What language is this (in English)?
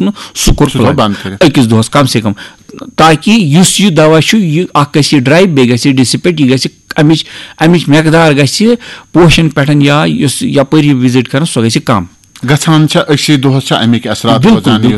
Kashmiri